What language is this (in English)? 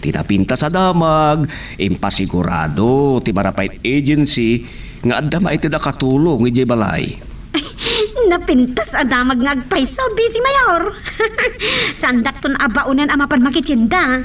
Iloko